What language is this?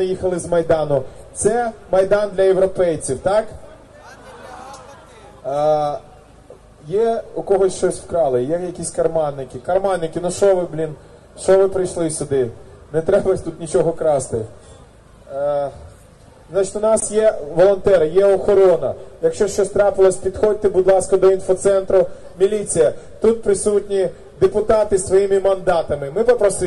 Ukrainian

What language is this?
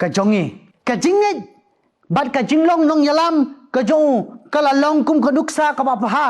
Khasi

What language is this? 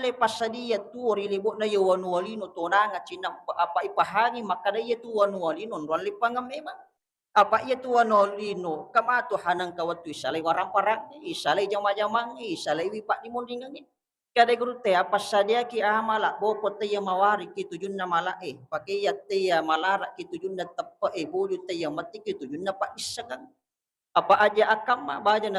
Buginese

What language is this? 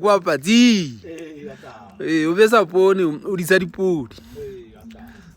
Southern Sotho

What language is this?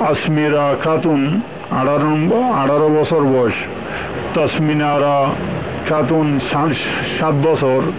Rohingya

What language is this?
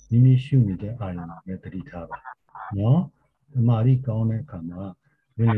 Burmese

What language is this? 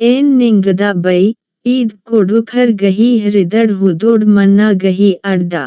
Kurukh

